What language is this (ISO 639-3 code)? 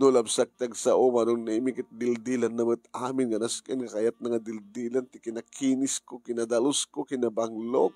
ilo